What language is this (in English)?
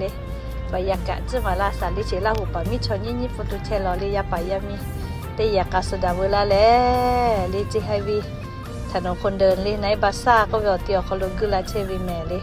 Lahu